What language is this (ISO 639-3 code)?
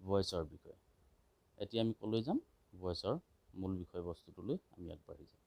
asm